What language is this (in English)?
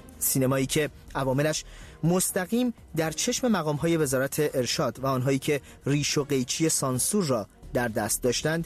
Persian